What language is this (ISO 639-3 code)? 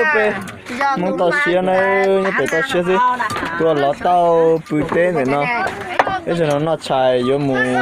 hmn